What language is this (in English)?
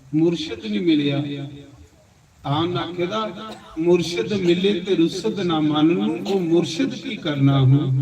Dogri